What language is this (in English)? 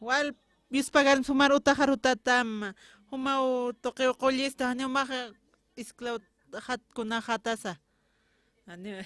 Aymara